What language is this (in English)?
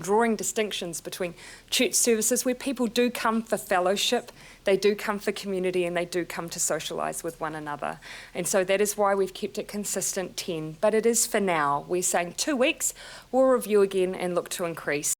Māori